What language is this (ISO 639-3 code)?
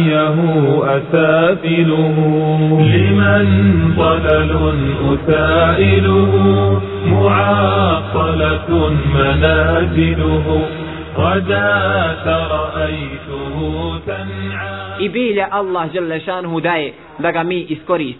bos